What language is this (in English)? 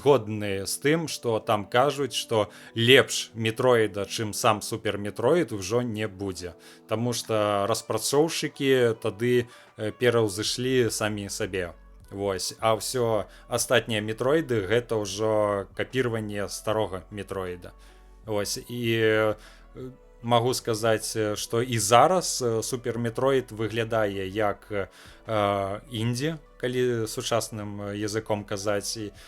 Belarusian